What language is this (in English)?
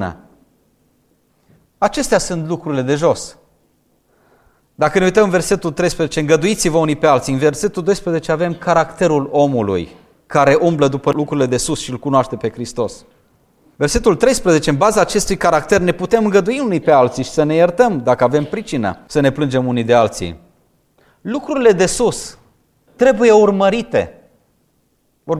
Romanian